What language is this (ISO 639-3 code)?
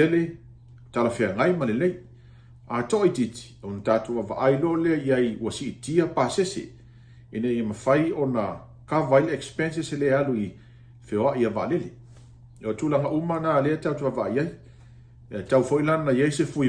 smo